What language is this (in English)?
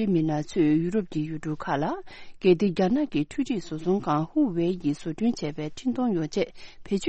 Tibetan